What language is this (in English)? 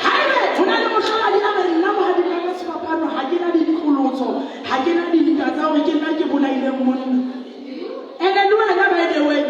Southern Sotho